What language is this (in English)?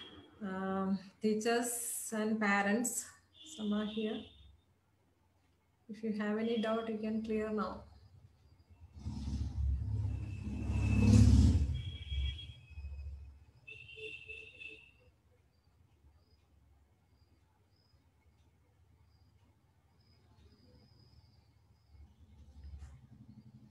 Malayalam